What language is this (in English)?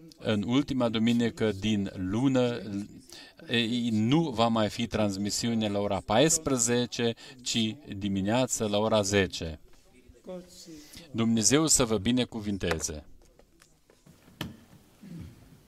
Romanian